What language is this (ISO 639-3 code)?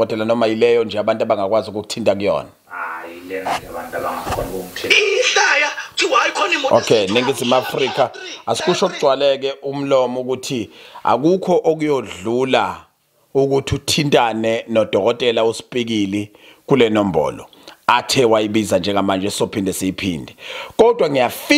zul